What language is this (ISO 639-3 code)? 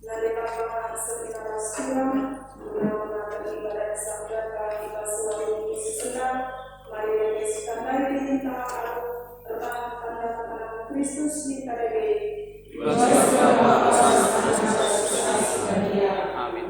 btx